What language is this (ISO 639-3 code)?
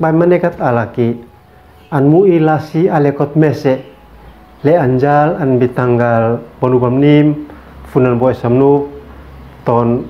aoz